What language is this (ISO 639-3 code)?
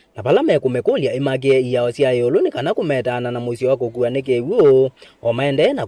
kam